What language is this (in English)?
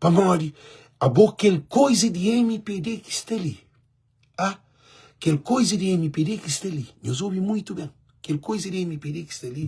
Kabuverdianu